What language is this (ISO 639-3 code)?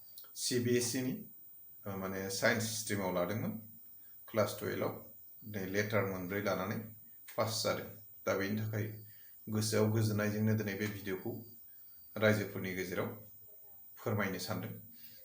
brx